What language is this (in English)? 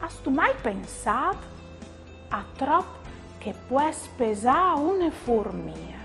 Friulian